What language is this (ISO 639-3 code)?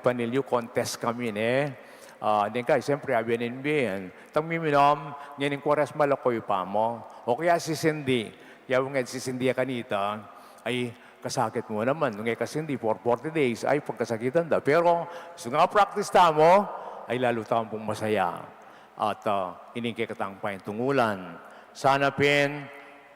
pam